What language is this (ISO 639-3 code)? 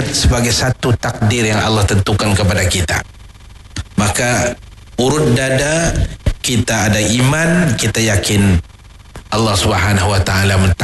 msa